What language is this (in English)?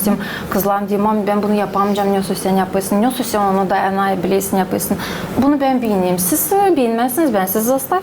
Gagauz